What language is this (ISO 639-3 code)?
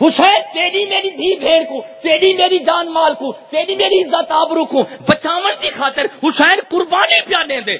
skr